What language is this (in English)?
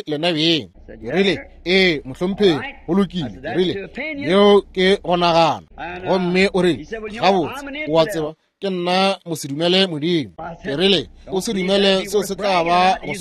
Northern Sotho